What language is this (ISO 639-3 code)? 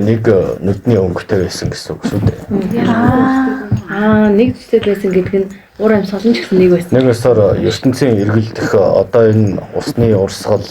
mon